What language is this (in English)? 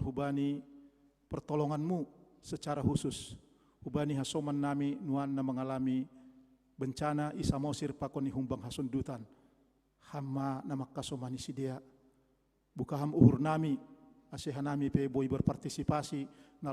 Batak Simalungun